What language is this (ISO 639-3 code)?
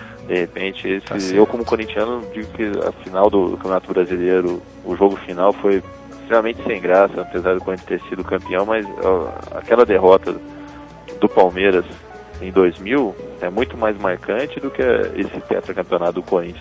por